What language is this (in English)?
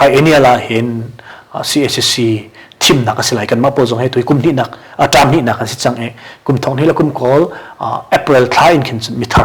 Hakha Chin